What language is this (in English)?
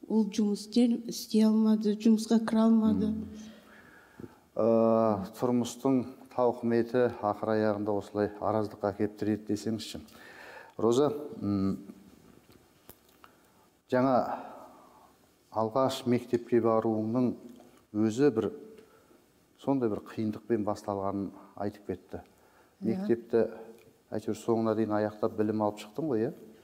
Kazakh